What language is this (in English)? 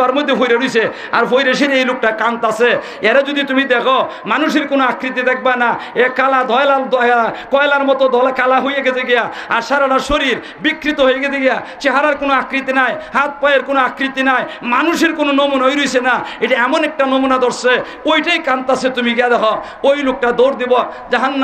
Sylheti